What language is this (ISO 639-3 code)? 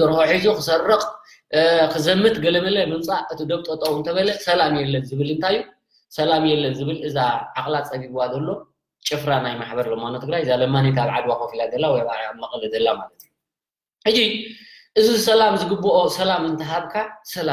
tir